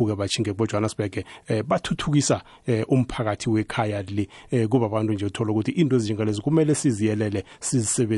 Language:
South Ndebele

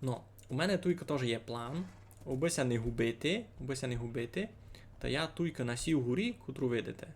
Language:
Rusyn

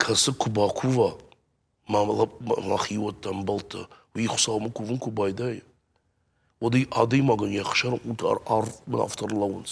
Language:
Ossetic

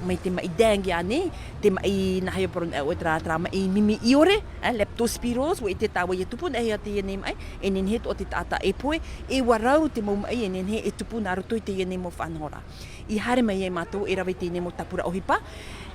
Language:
Tahitian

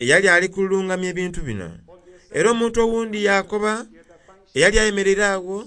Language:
Soga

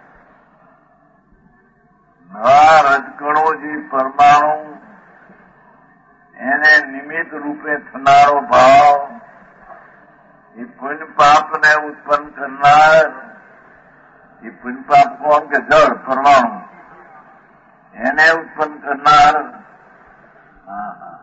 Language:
Gujarati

